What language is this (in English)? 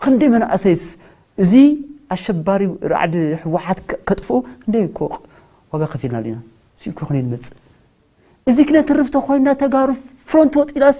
Tigrinya